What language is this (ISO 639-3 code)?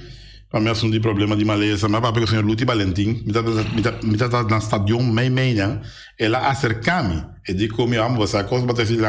pap